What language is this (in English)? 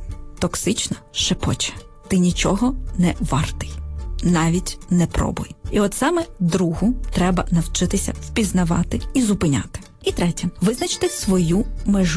Ukrainian